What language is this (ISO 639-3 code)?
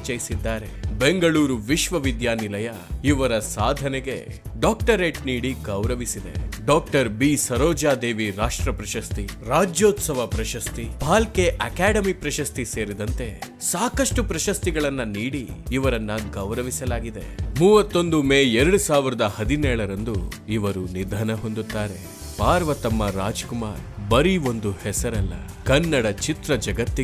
kan